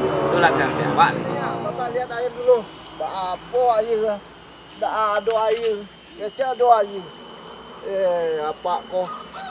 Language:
Minangkabau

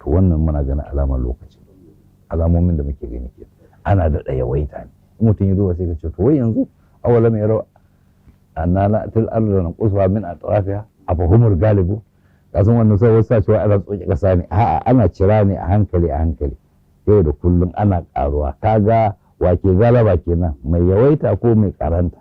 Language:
Hausa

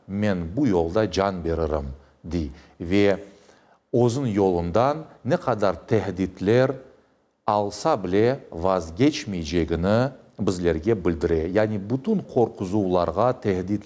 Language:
Crimean Tatar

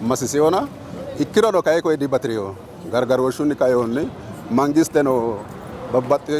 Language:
Sidamo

